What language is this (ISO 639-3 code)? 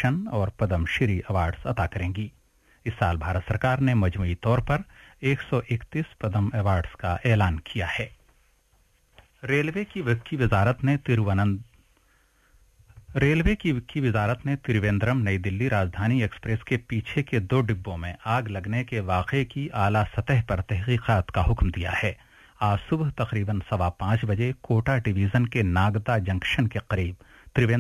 urd